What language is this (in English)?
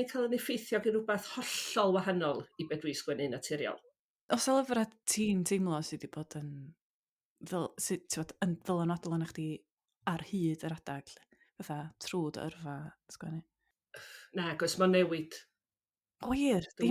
Welsh